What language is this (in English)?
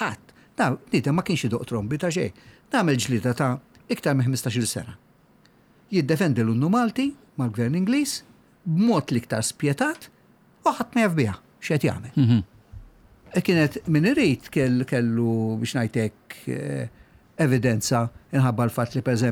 Maltese